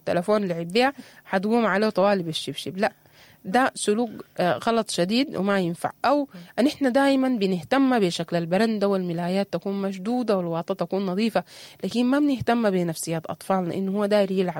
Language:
Sudanese Arabic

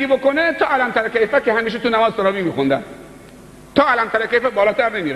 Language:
Persian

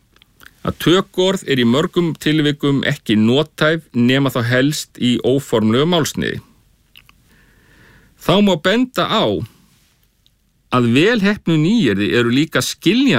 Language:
Icelandic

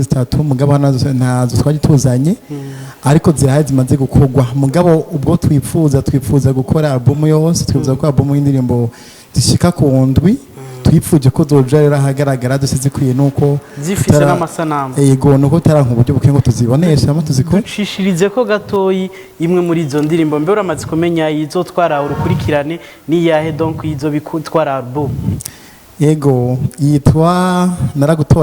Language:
Rundi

